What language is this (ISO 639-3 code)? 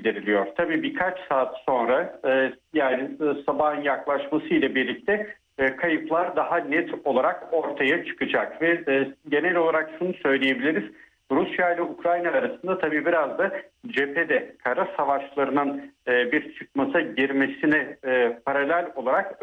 tur